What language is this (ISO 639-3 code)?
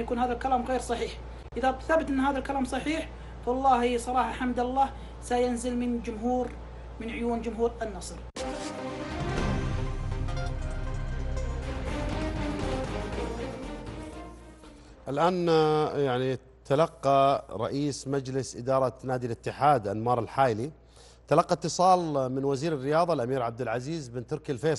ara